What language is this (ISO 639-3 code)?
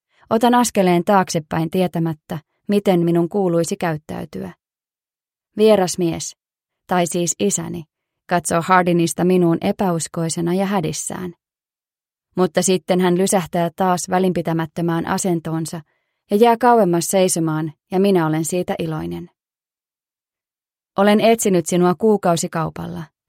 fin